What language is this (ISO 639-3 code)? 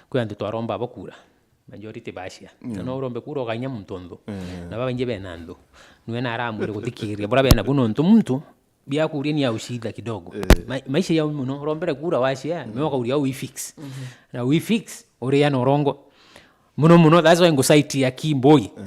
mer